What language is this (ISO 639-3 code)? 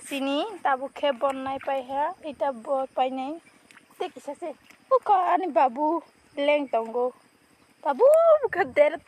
trp